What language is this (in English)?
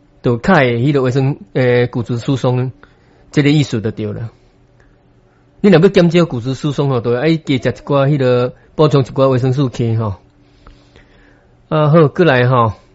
Min Nan Chinese